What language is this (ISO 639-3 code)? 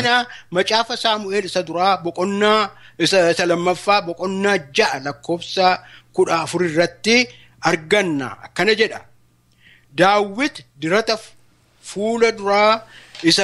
orm